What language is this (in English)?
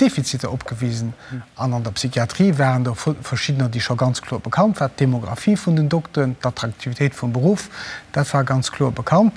Luxembourgish